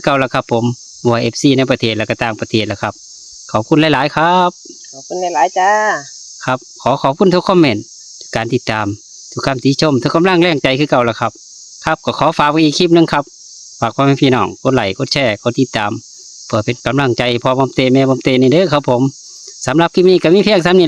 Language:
Northeastern Thai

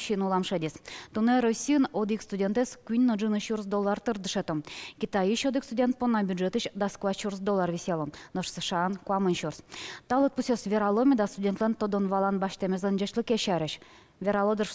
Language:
Udmurt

